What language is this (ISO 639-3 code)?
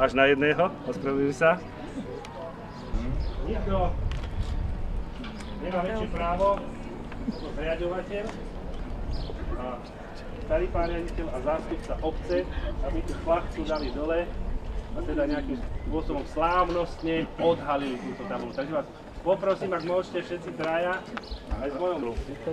slk